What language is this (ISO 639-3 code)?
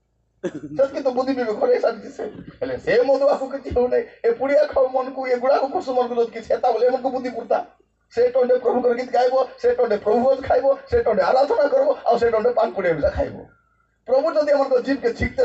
ori